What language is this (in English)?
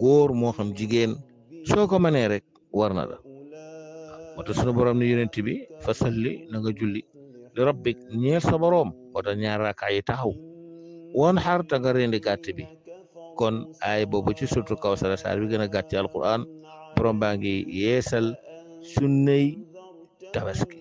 Wolof